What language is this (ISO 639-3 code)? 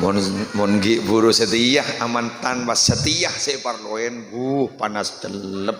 mad